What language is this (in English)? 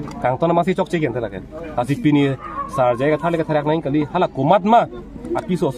Karbi